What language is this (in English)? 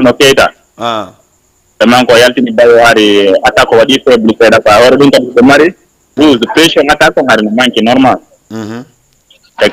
Fula